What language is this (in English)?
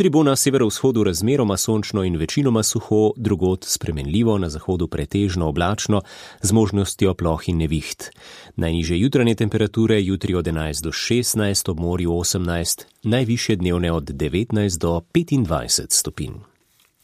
Slovenian